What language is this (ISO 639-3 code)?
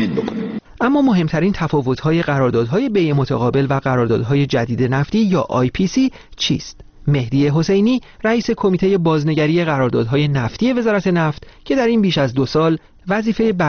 fas